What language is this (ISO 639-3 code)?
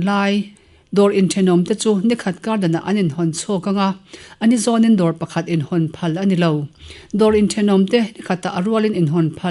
lus